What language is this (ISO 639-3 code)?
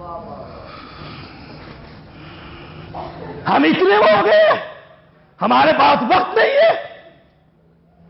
urd